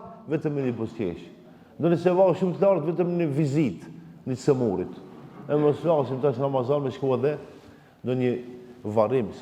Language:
Albanian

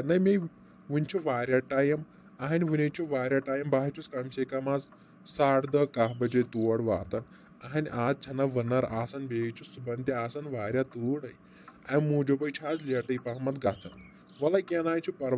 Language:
Kashmiri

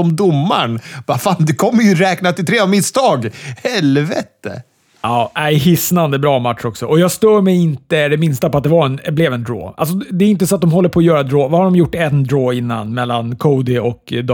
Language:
Swedish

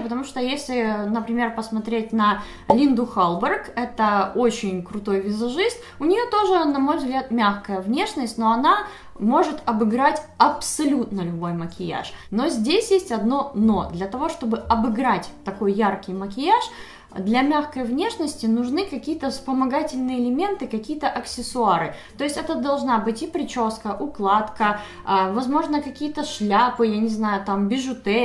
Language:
Russian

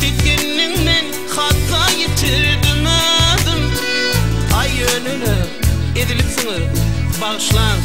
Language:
Turkmen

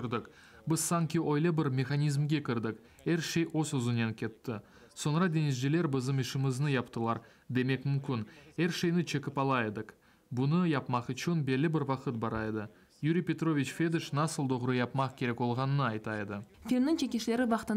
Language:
Crimean Tatar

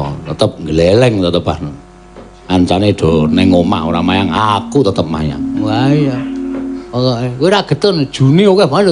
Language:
Javanese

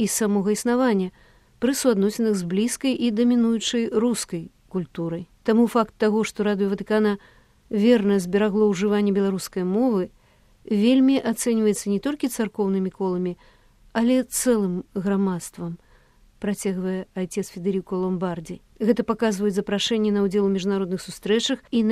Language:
Belarusian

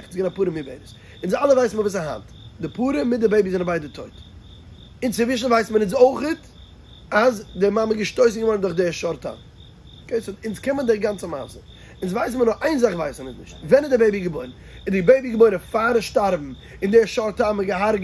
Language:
Yiddish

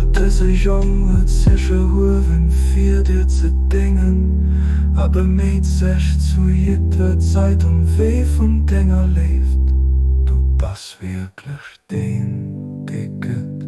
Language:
Luxembourgish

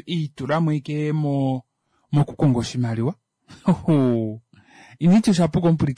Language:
Kuanyama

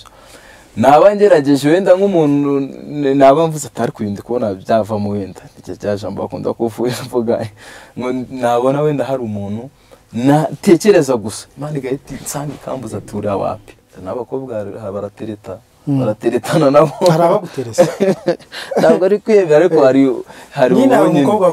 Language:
Kinyarwanda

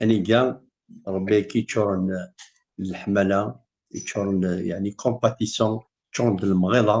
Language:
Kabyle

